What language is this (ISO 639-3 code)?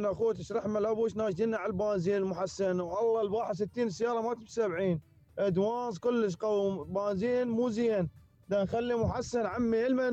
acm